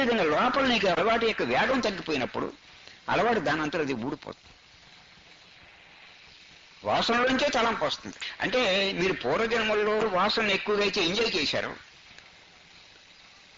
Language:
Telugu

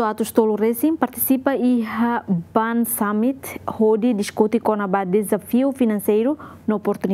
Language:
Tetum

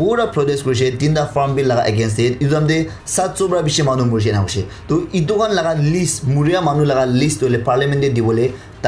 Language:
Naga Pidgin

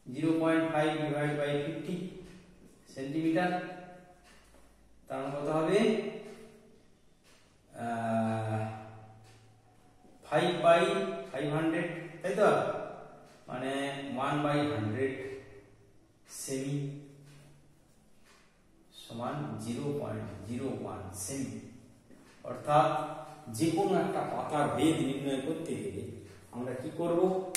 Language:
Bangla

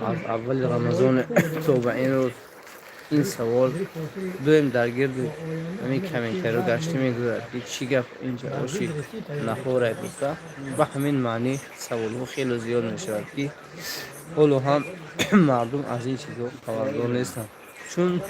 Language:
Tajik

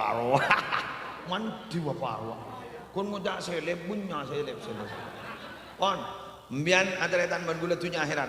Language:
Madurese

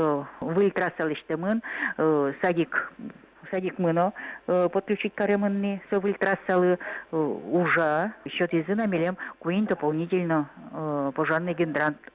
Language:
Udmurt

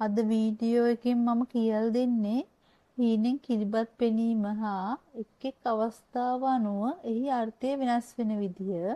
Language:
Sinhala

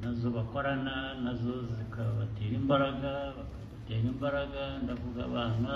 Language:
Kinyarwanda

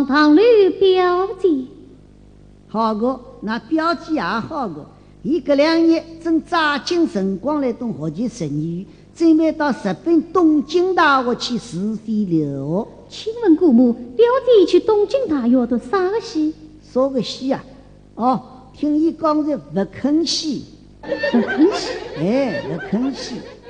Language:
Wu Chinese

